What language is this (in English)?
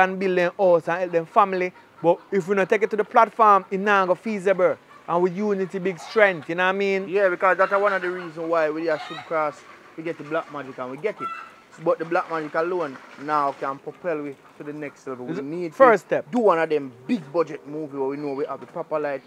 Jamaican Creole English